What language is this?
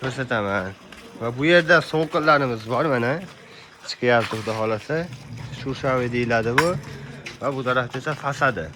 Uzbek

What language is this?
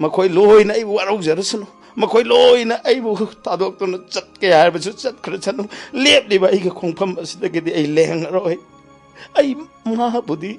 Manipuri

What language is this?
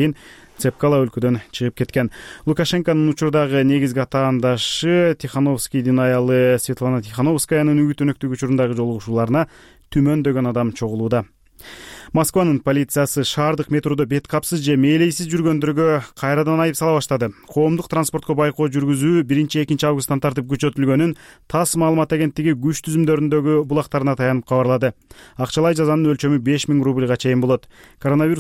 Kyrgyz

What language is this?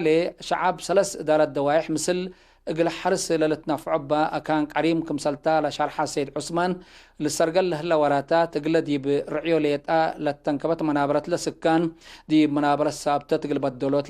Tigre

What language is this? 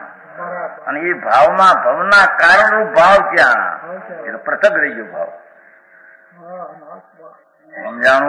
Gujarati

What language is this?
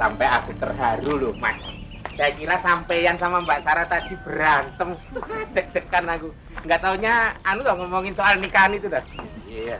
Betawi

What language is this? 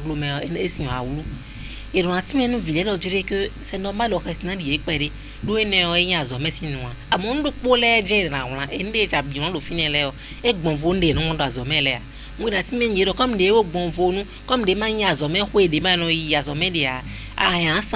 Fon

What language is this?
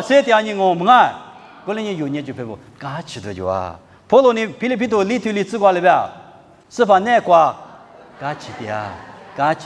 Lisu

